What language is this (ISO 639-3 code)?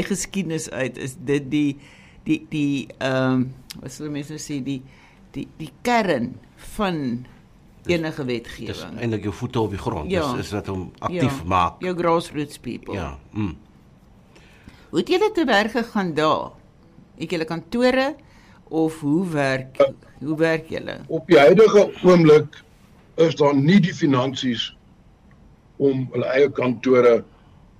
afr